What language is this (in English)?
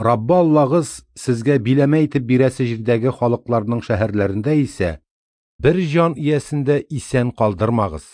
Tatar